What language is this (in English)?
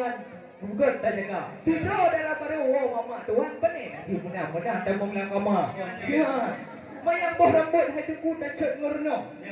Achinese